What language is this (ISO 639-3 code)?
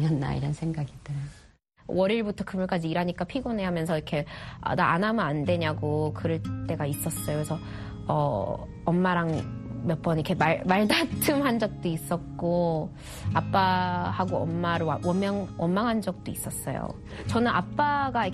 kor